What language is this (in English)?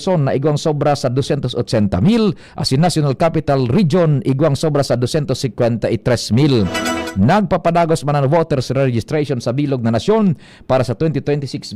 Bikol